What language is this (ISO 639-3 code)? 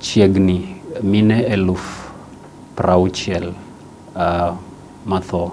luo